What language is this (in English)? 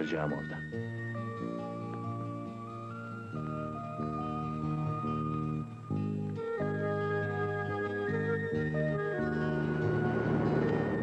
Turkish